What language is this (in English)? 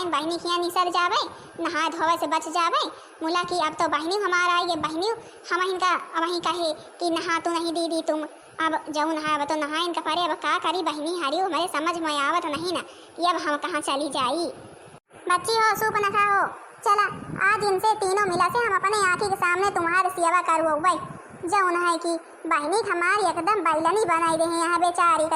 Awadhi